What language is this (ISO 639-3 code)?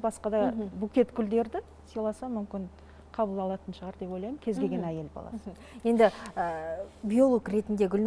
kaz